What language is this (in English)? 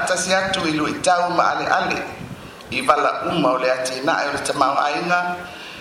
Samoan